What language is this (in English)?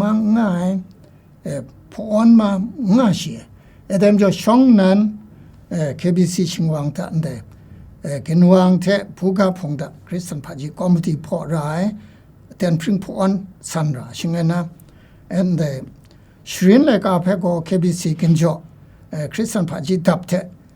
Kachin